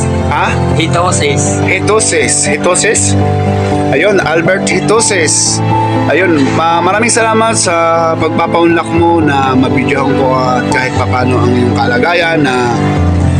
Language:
Filipino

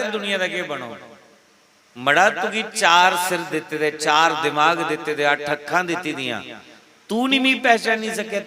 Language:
Dogri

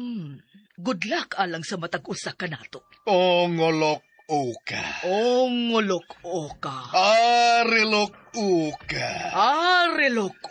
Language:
Cebuano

